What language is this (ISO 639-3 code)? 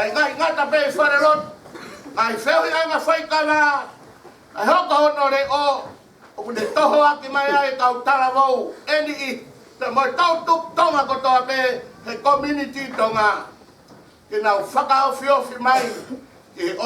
ton